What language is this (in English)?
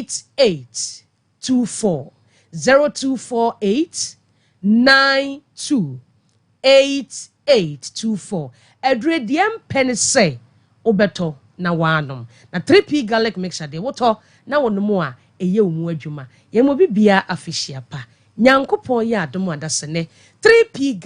Akan